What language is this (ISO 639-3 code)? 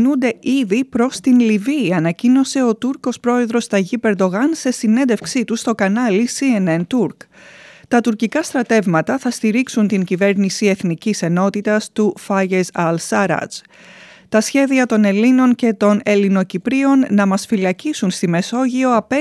ell